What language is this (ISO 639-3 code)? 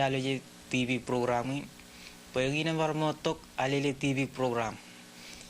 mah